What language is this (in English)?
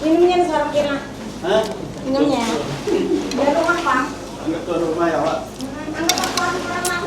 Banjar